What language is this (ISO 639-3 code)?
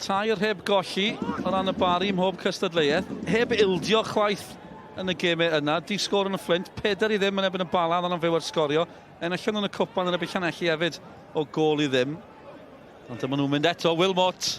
cym